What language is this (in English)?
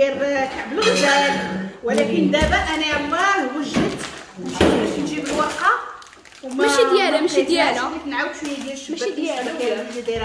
Moroccan Arabic